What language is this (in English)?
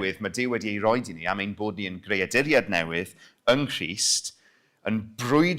Welsh